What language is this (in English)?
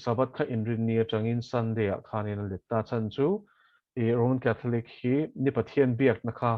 Mizo